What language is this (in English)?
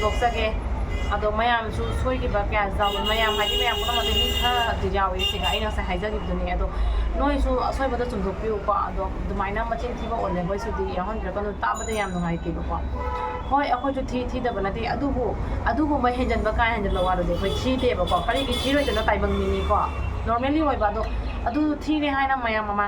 Manipuri